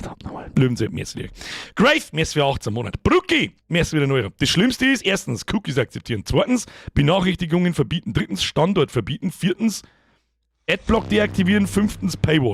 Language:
Bavarian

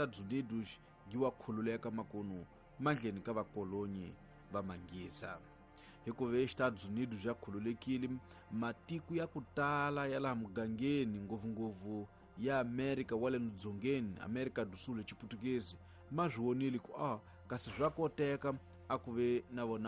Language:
Tsonga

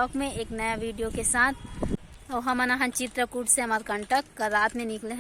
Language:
Chhattisgarhi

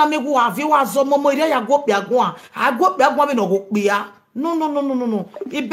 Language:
Nigerian Pidgin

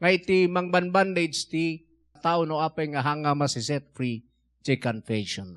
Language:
Iloko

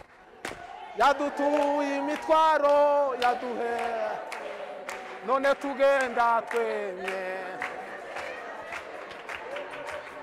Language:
Kinyarwanda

